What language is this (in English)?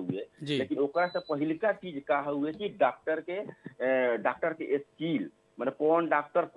Bhojpuri